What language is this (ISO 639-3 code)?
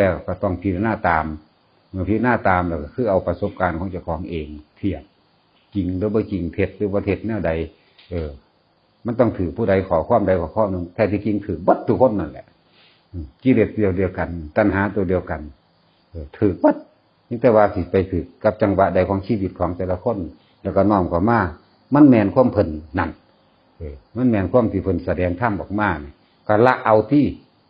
tts